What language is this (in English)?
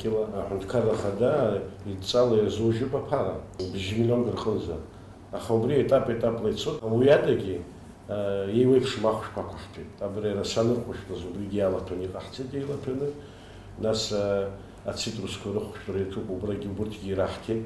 Abkhazian